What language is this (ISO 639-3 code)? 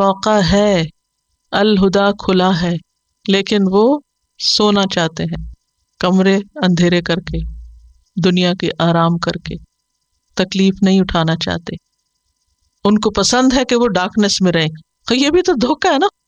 urd